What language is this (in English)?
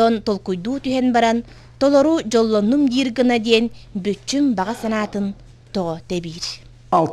Yakut